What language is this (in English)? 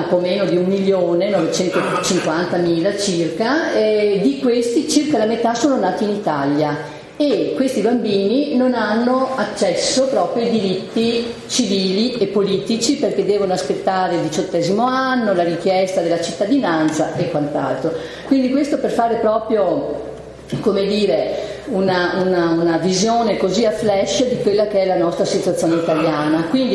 Italian